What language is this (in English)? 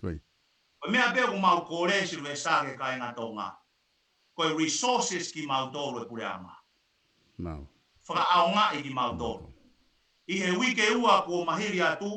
Tongan